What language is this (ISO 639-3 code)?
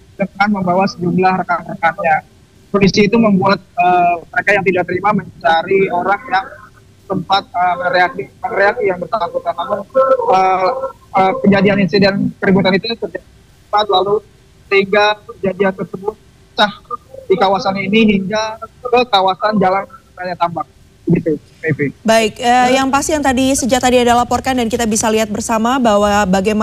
ind